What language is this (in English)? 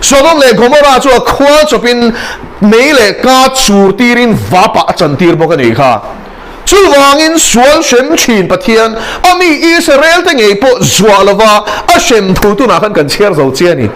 Mizo